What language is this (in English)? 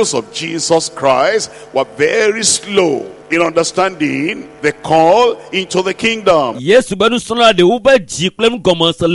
Ewe